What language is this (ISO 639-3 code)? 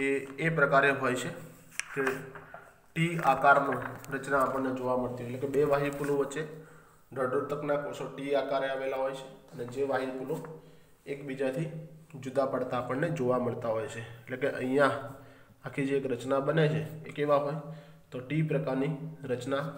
guj